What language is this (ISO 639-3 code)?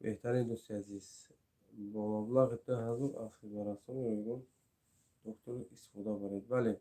tgk